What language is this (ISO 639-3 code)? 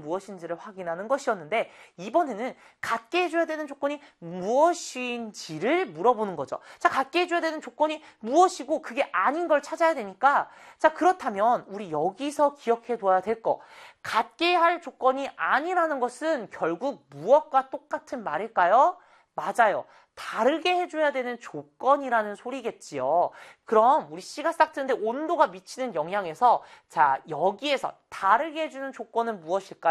kor